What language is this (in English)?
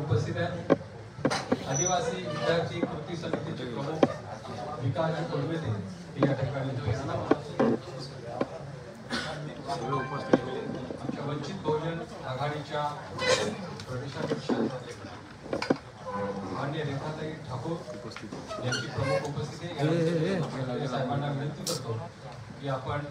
Marathi